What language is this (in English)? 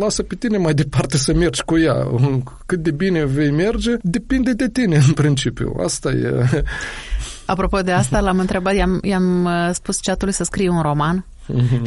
Romanian